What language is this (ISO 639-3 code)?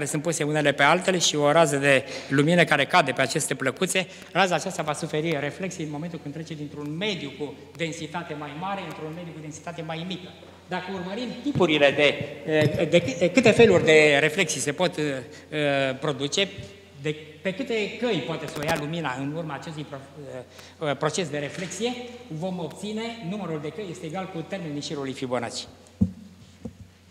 ron